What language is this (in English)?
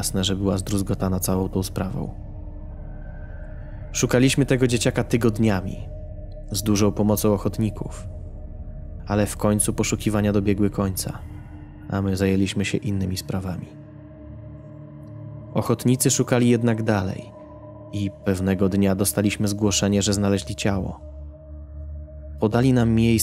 Polish